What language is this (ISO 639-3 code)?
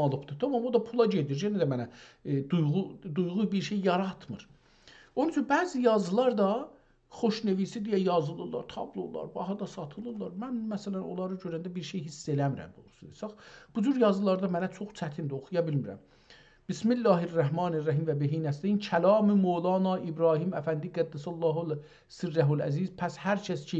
azb